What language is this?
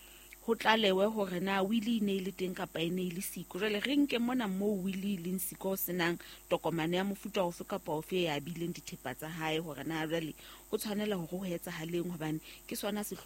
Southern Sotho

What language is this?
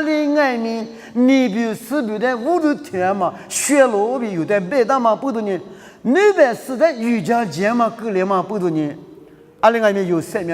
Lisu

